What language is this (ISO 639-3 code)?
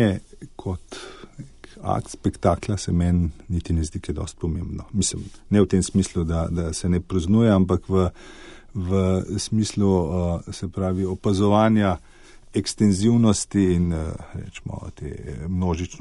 slv